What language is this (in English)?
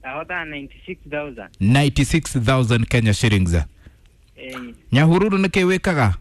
Kikuyu